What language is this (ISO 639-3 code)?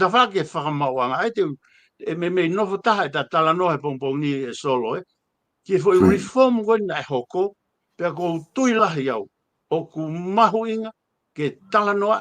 ton